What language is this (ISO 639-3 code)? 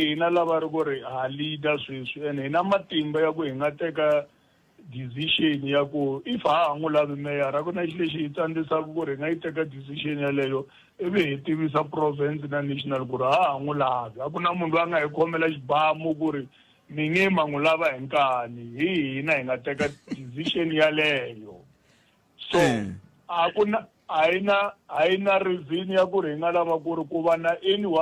tso